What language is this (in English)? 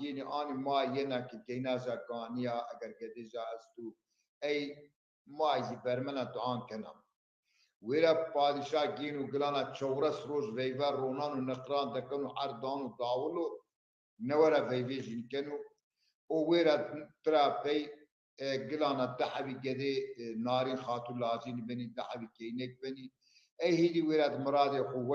Zaza